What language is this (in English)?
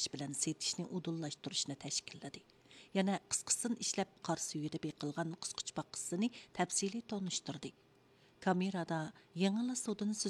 Uyghur